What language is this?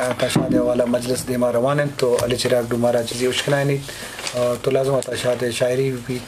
Baluchi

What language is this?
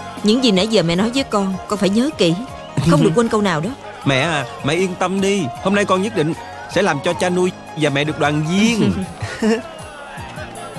Vietnamese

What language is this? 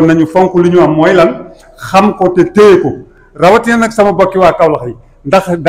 Wolof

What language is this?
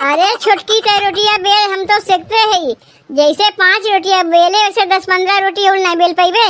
Awadhi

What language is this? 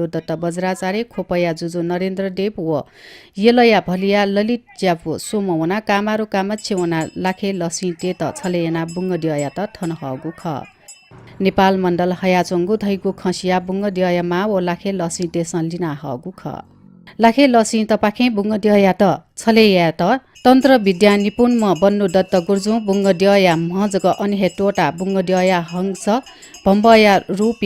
Newari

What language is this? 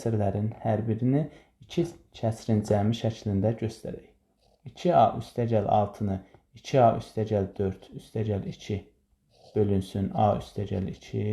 Azerbaijani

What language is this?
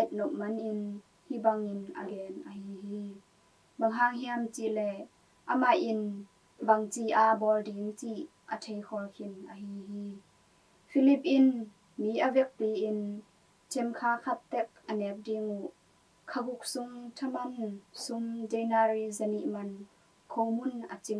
Tedim Chin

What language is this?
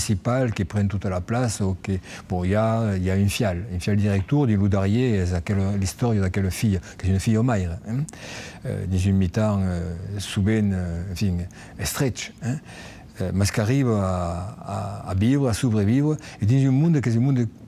Occitan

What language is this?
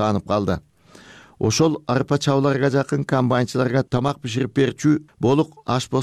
Kyrgyz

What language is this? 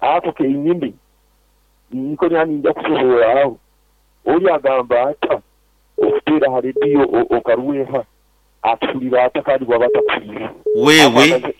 Nyankole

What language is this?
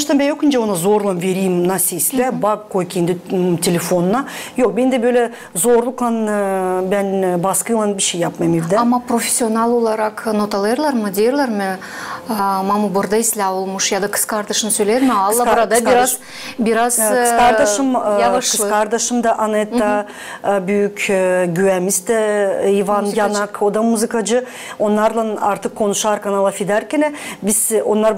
Gagauz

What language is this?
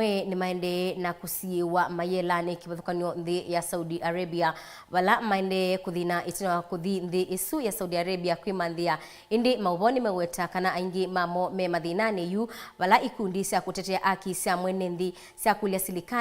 Kamba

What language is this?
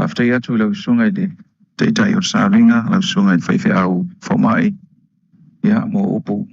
Samoan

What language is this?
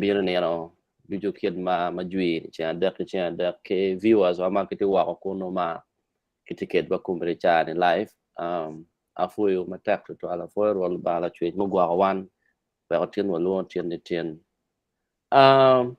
Acoli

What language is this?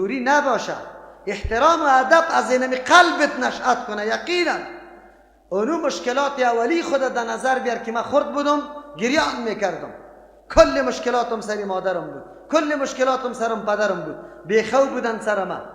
Persian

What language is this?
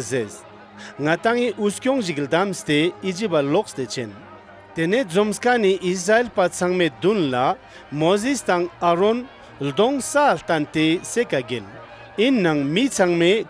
Ladakhi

